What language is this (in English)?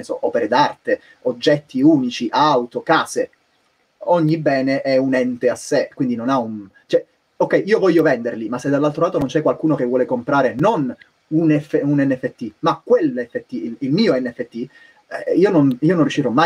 Italian